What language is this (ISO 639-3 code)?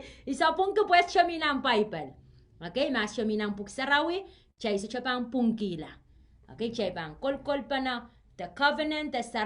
pon